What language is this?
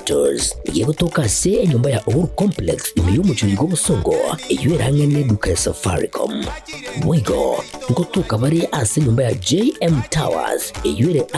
Gusii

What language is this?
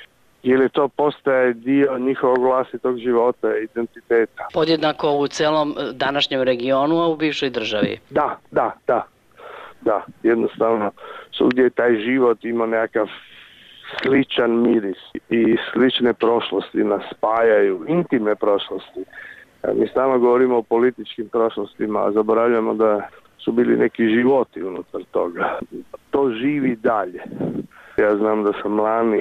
Bosnian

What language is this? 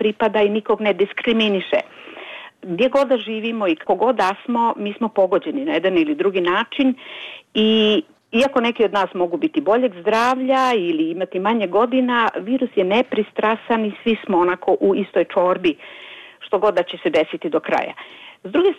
Bosnian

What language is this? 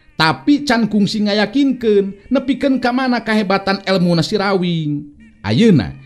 Sundanese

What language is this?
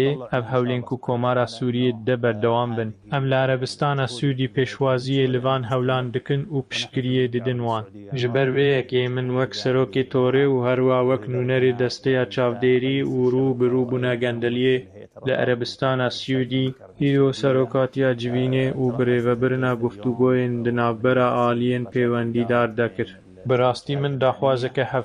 Kurdish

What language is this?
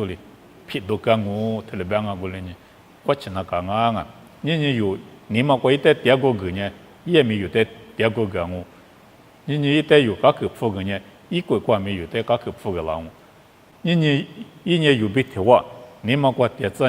Lisu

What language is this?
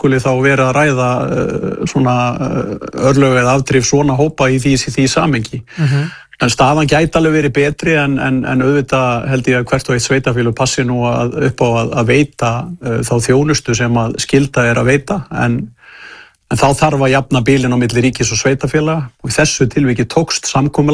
Icelandic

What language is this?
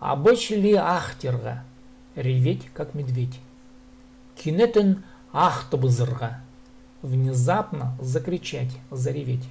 Khakas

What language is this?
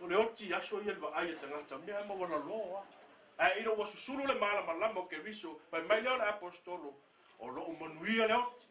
Samoan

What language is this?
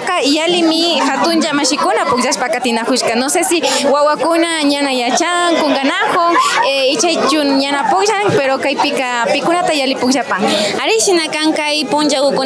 Imbabura Highland Quichua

